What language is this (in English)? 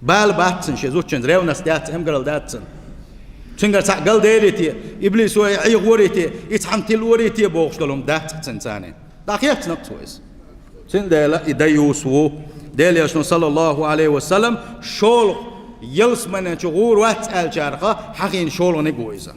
Chechen